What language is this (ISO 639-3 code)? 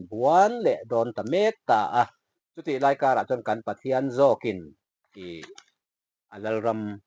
lus